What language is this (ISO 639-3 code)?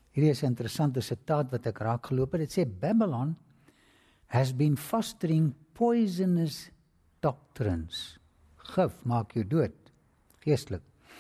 afr